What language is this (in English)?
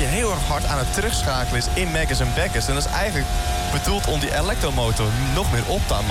Dutch